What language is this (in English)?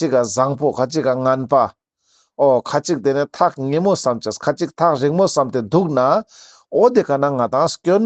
Ladakhi